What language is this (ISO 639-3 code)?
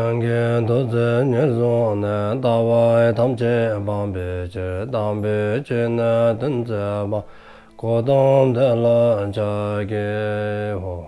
dzo